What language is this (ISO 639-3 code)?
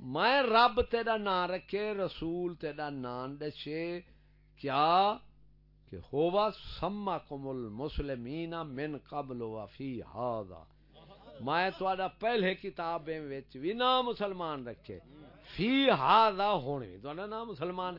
skr